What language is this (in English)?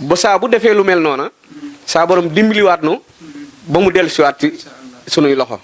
Wolof